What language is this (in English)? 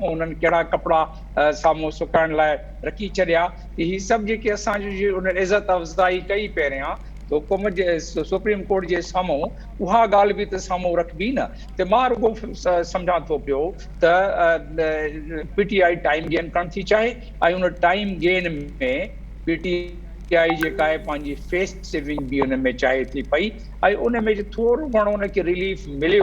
Sindhi